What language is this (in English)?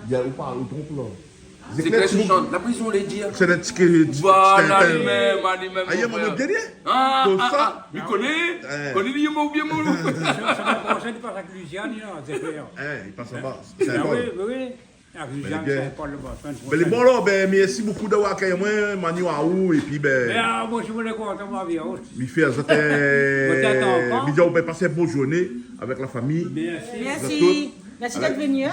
Réunion Creole French